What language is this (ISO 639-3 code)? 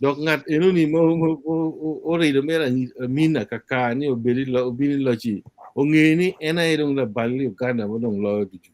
ach